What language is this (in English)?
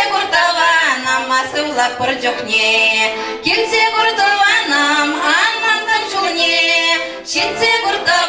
Chuvash